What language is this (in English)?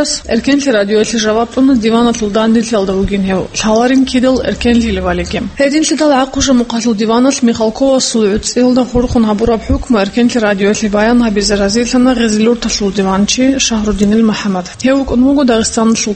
Avaric